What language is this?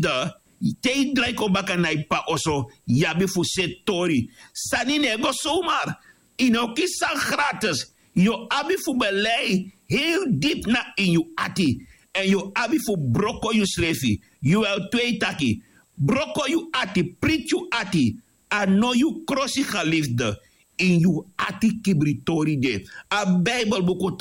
Sranan Tongo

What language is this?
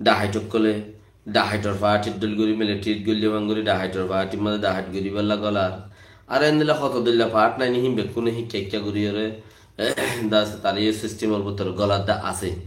Rohingya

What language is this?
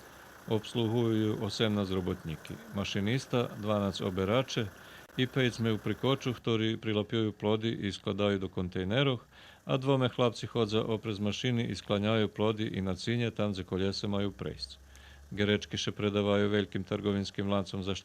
Rusyn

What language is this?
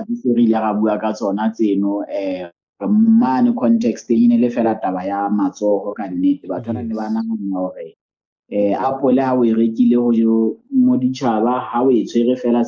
Southern Sotho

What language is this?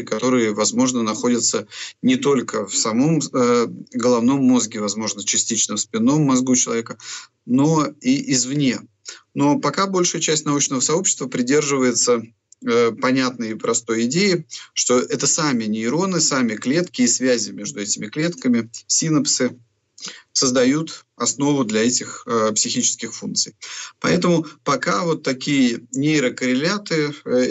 Russian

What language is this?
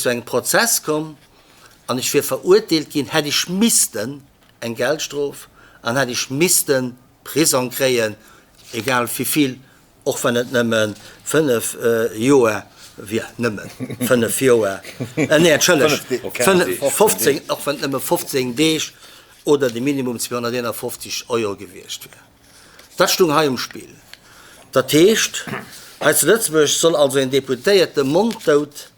Luxembourgish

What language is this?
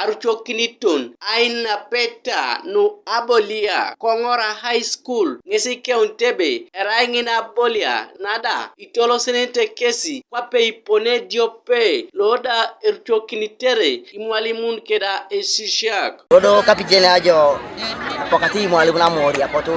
Teso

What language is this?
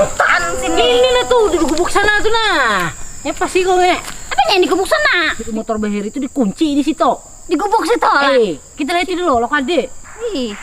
Banjar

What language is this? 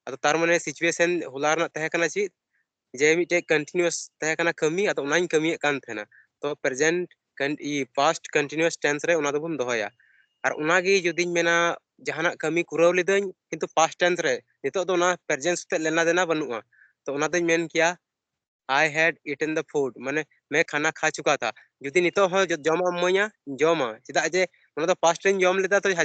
Santali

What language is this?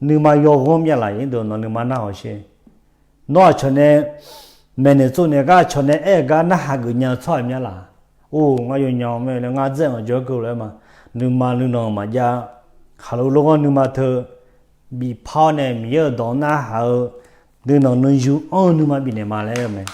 Akha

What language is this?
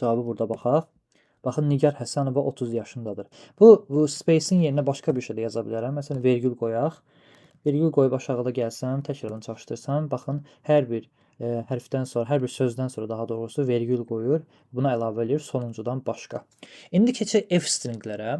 Azerbaijani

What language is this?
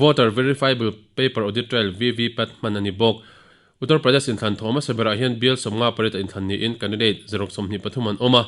Mizo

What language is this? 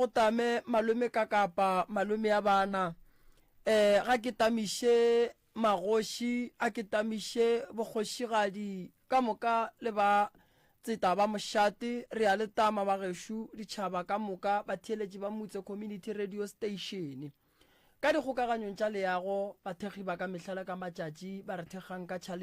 Northern Sotho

